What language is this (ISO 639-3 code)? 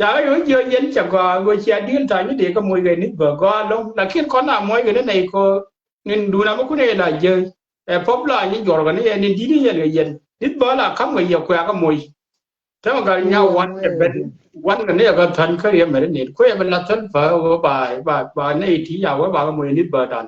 nus